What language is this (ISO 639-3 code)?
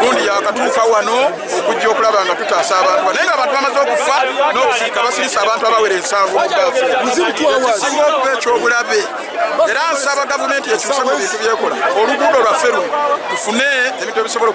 lug